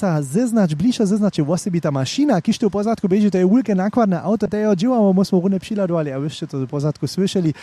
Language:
Upper Sorbian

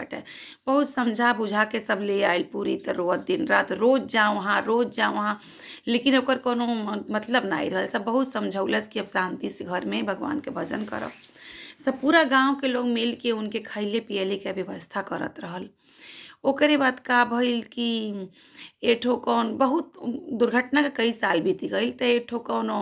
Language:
Bhojpuri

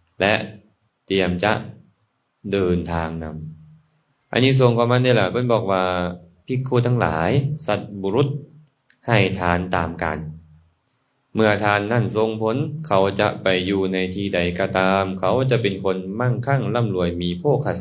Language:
Lao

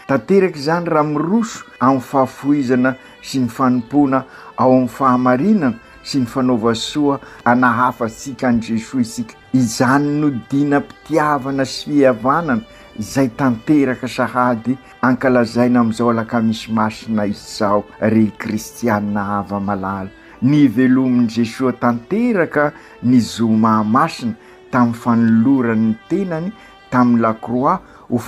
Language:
Malagasy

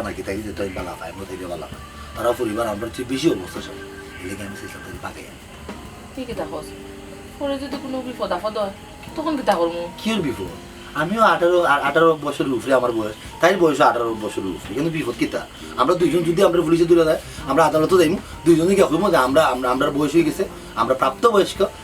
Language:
Sylheti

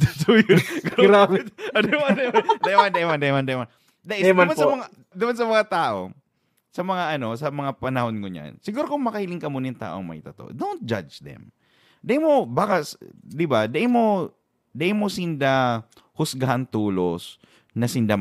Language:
Bikol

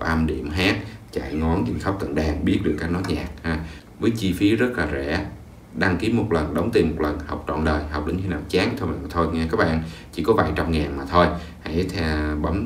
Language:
Vietnamese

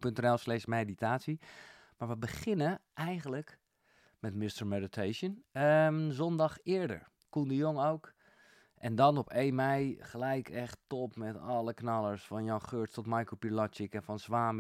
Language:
Dutch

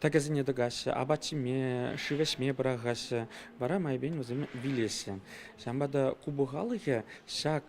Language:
Chuvash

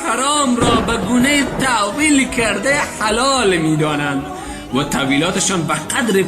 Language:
Tajik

